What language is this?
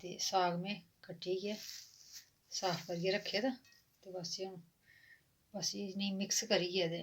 Dogri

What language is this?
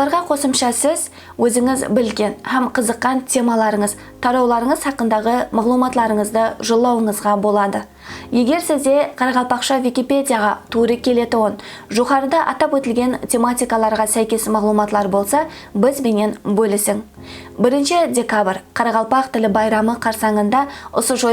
Kara-Kalpak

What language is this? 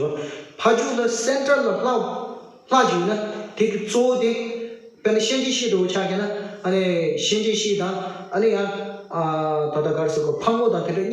Tibetan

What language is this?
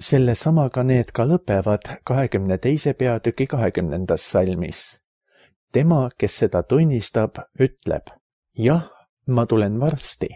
Estonian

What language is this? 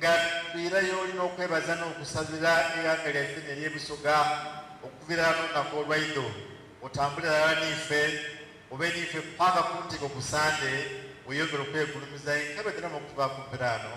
Soga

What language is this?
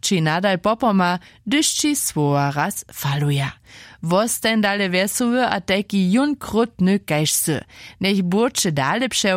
Upper Sorbian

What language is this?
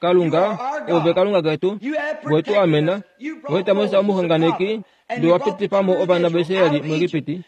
Kuanyama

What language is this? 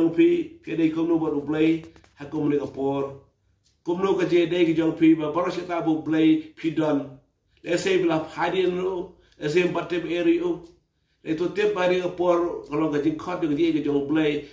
Khasi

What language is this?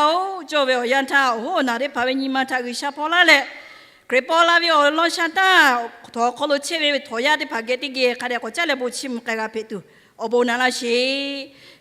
Lahu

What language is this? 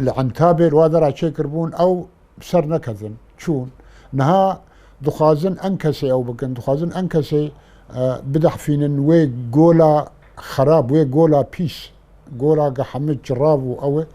Kurdish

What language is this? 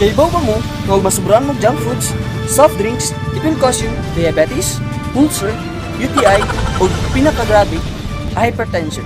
Cebuano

